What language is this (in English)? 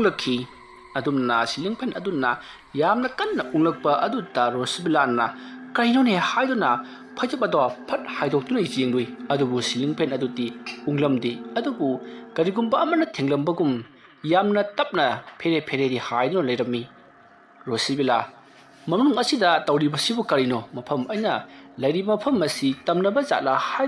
Manipuri